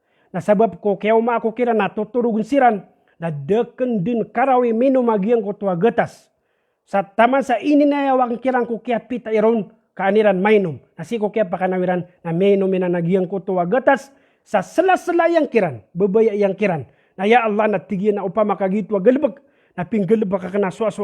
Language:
Maranao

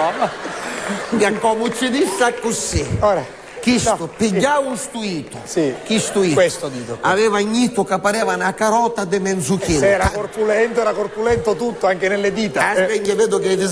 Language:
Sicilian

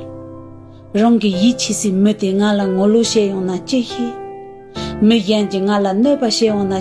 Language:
Tibetan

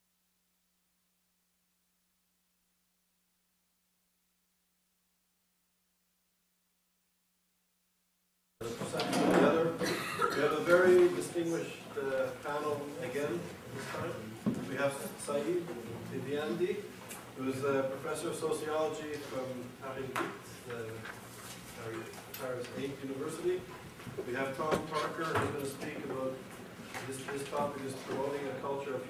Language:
English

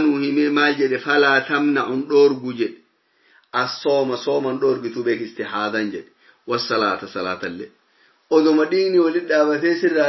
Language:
Oromo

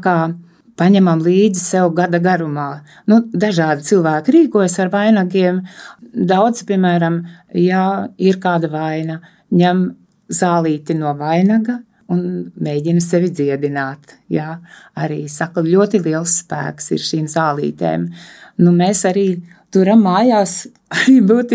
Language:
Latvian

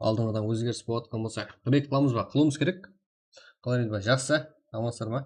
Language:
Kara-Kalpak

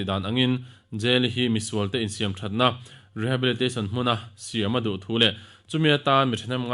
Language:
Mizo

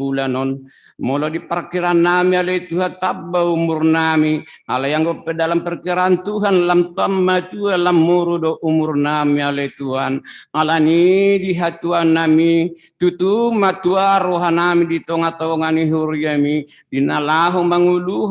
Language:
Batak Toba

